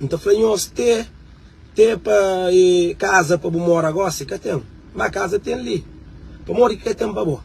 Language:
Kabuverdianu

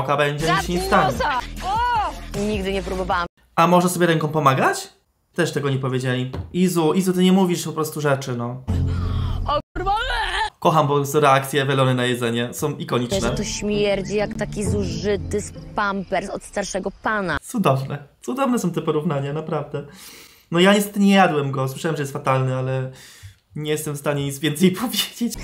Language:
Polish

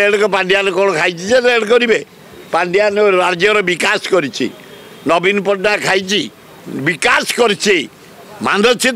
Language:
Odia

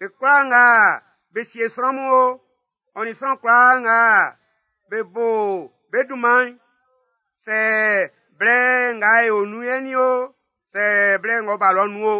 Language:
Baoulé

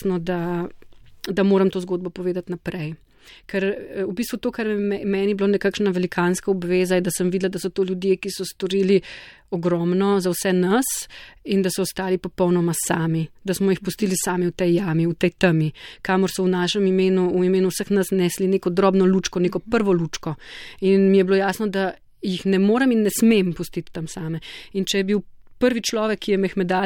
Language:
Slovenian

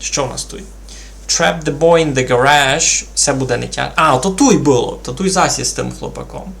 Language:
Rusyn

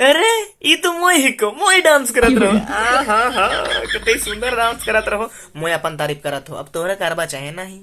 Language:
Sadri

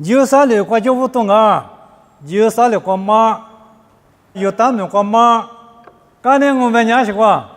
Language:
Lisu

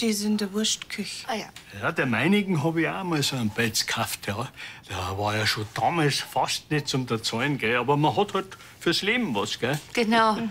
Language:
Bavarian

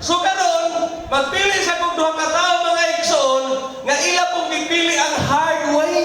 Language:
Cebuano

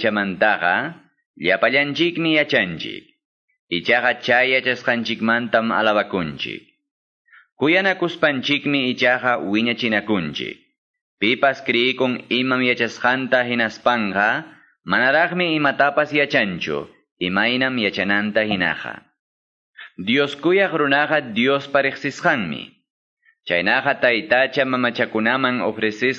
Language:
Quechua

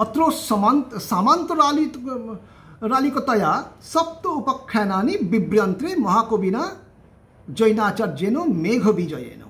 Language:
Sanskrit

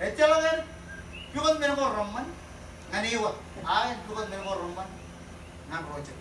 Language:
Marshallese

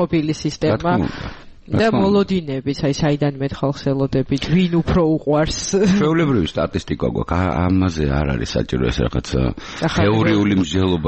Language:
Georgian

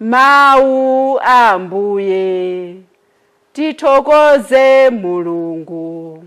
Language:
Nyanja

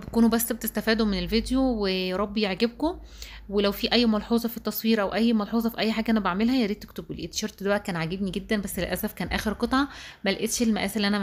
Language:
Egyptian Arabic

